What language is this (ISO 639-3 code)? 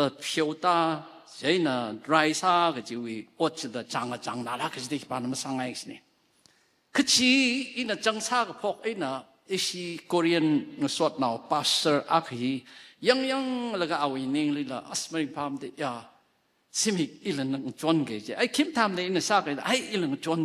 nmf